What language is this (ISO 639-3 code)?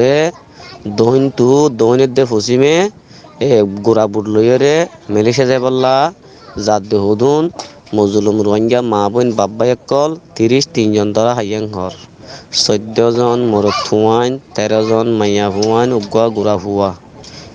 rhg